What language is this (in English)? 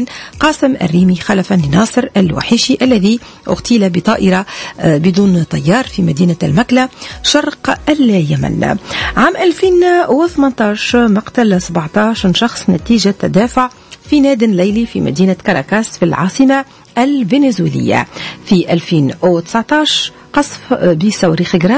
Tunisian Arabic